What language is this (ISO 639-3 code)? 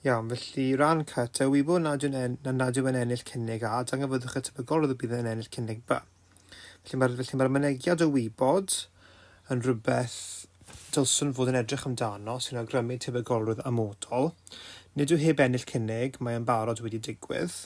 cym